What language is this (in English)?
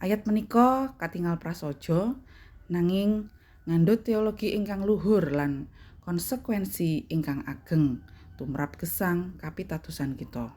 Javanese